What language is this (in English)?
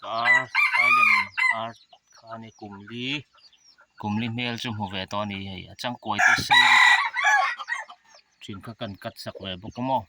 Mizo